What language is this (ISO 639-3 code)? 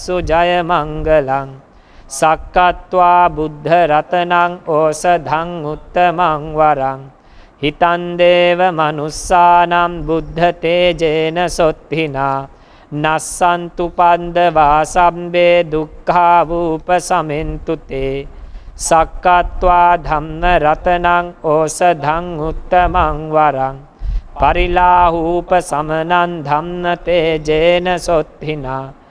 pli